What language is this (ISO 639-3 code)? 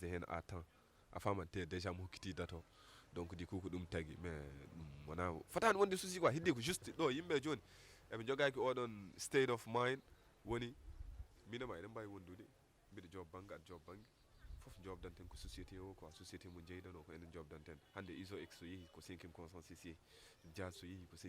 ful